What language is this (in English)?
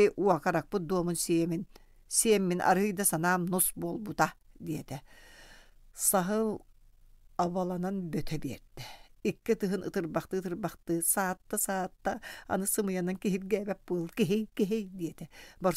Yakut